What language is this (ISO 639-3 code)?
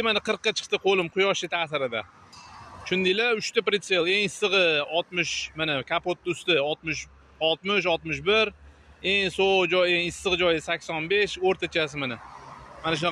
uzb